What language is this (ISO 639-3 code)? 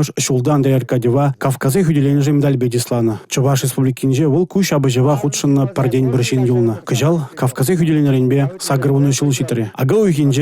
chv